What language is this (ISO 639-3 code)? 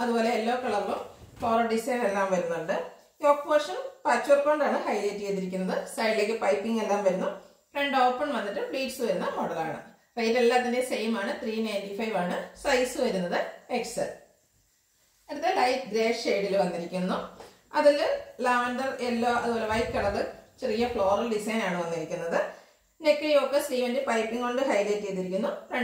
mal